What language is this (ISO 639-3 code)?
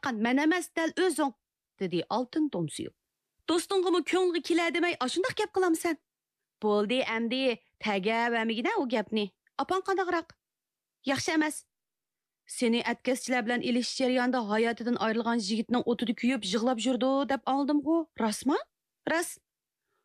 uig